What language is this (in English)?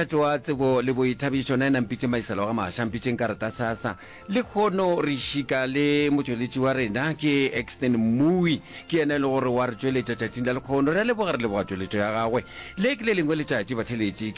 Northern Sotho